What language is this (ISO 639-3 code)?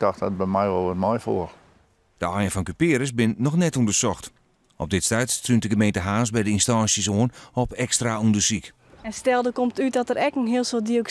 fry